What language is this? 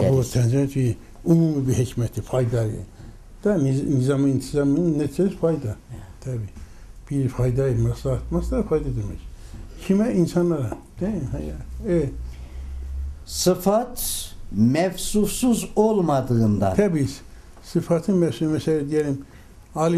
Turkish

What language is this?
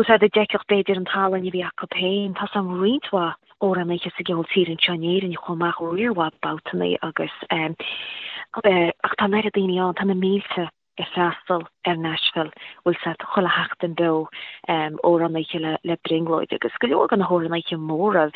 Irish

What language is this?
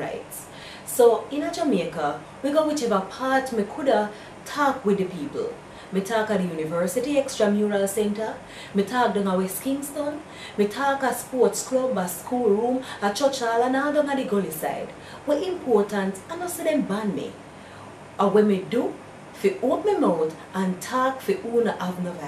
Jamaican Creole English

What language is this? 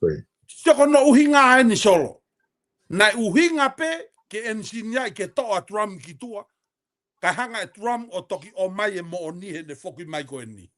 Tongan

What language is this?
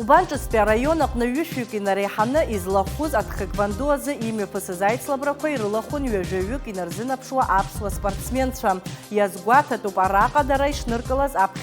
Abkhazian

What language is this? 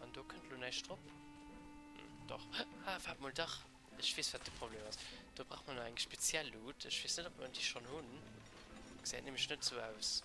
Luxembourgish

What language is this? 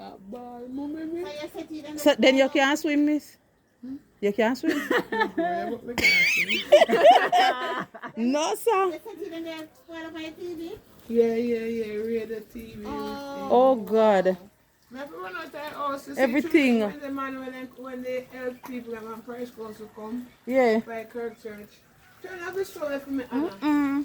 Jamaican Creole English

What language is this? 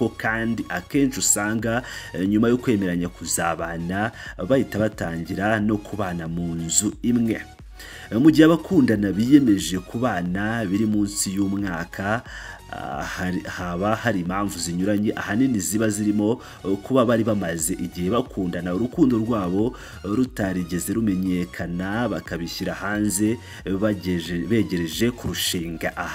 Kinyarwanda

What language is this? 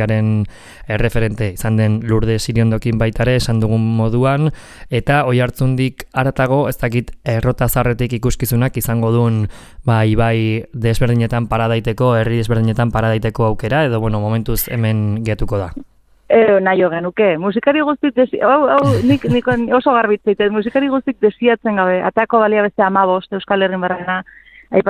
Basque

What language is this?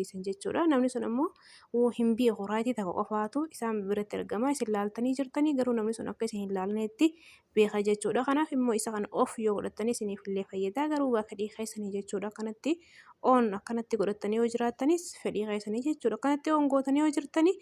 Oromo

